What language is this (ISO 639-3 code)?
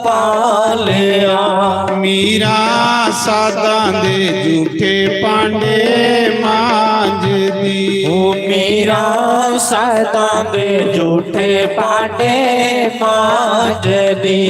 doi